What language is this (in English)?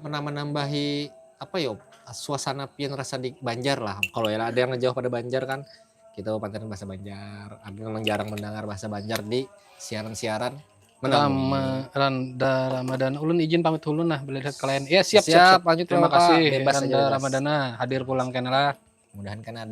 Banjar